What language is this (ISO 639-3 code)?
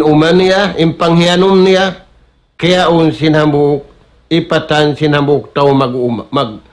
tsg